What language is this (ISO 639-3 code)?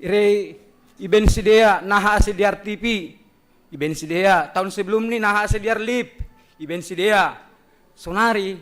bts